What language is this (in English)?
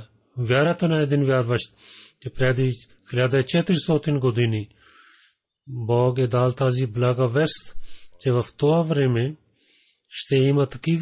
Bulgarian